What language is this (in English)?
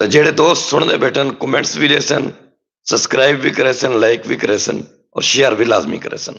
Saraiki